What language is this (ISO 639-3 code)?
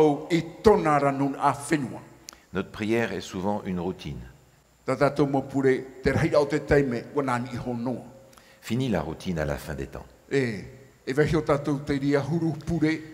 tah